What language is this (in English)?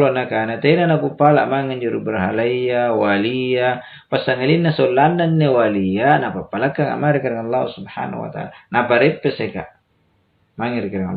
Makasar